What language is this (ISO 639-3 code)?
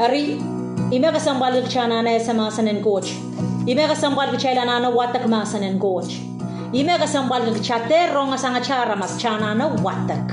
pon